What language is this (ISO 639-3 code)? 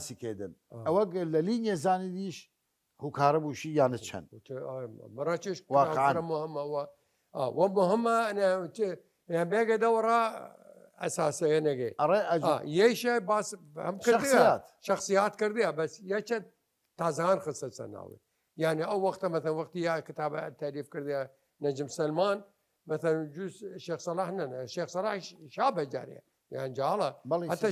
sdh